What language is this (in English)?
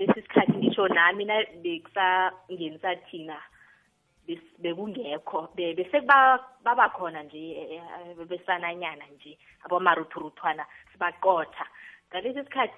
South Ndebele